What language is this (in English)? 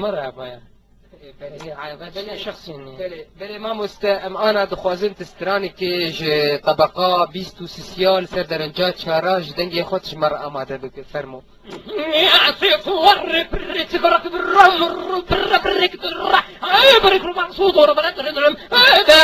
Kurdish